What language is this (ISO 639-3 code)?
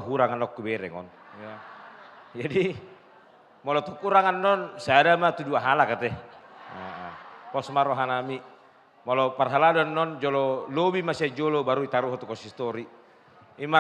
bbc